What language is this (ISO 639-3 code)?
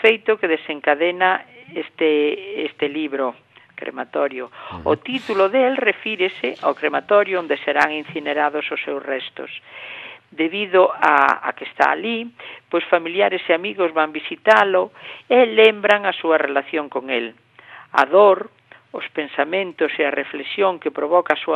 glg